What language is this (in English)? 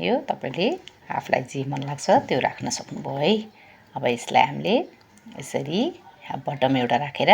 Nepali